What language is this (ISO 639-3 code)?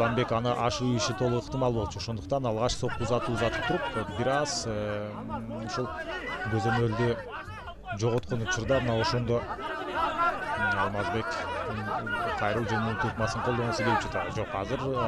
kir